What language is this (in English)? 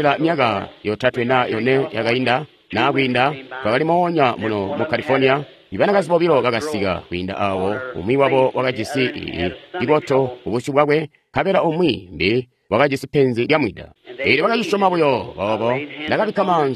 Tonga (Zambia)